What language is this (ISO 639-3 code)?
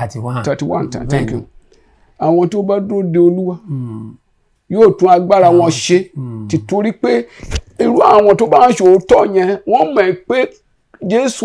yor